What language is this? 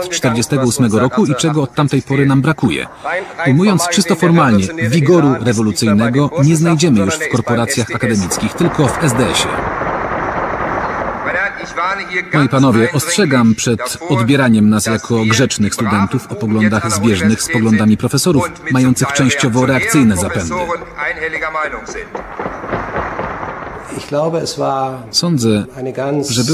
Polish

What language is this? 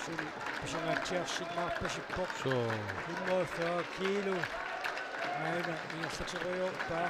Kalaallisut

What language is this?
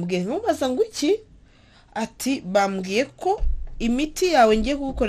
Kinyarwanda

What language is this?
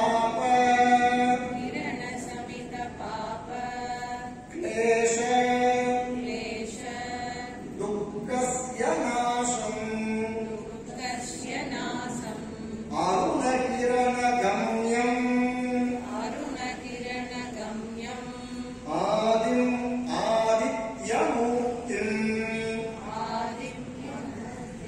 Sanskrit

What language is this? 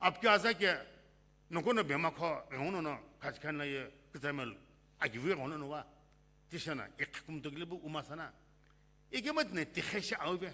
Sumi Naga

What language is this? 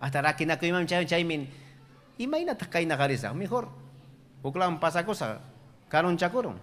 Ayacucho Quechua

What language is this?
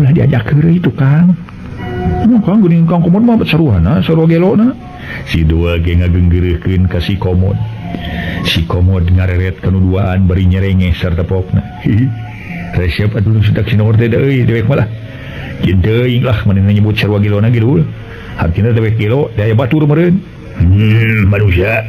Sundanese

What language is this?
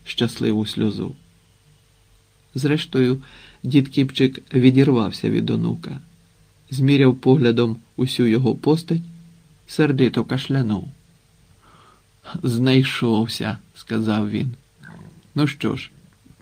Ukrainian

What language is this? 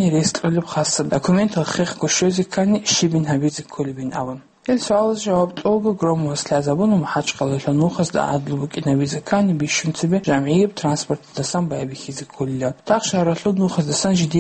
Avaric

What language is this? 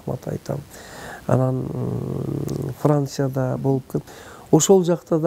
Kyrgyz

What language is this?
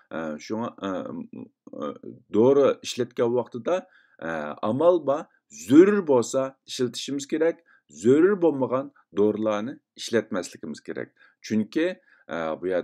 Uyghur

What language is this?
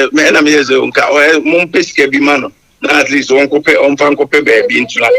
Akan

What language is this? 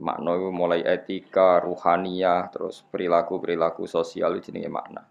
Javanese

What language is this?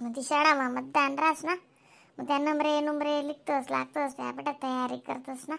Khandesi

